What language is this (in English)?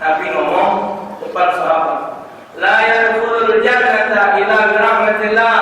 Musi